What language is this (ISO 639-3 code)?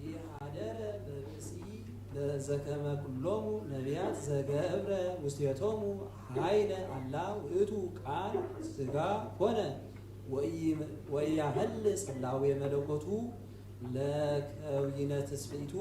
gez